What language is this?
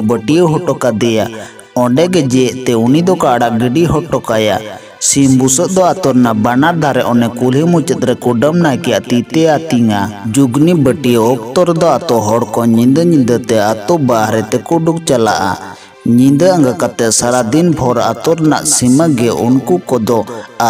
Santali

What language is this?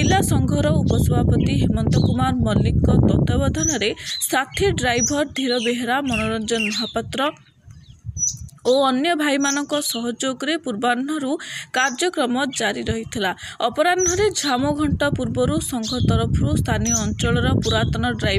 Odia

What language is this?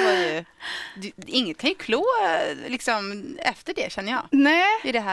Swedish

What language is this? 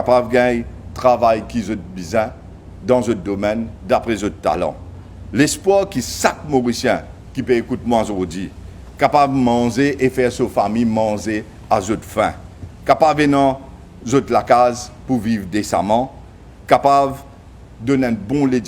Morisyen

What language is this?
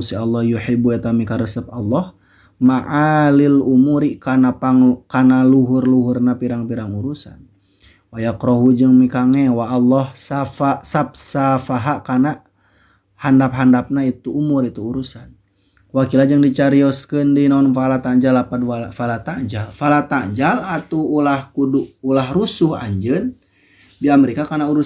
Sundanese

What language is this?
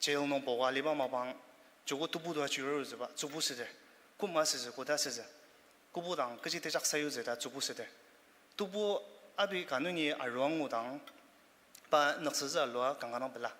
Ao Naga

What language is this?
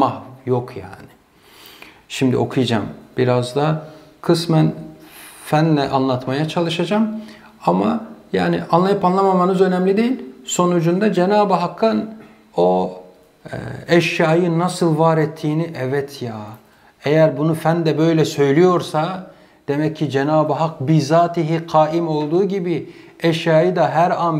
Turkish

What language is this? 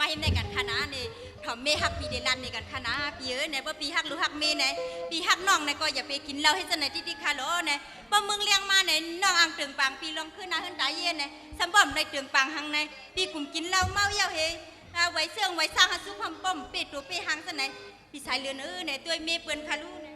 Shan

